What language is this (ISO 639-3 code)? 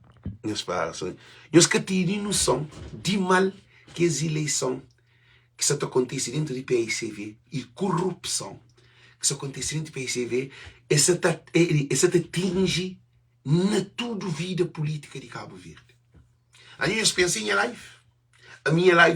kea